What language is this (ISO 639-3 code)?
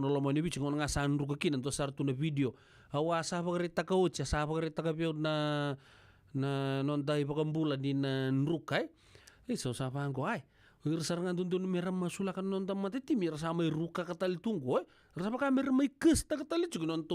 fij